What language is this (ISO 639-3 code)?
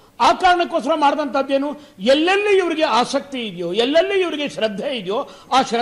kan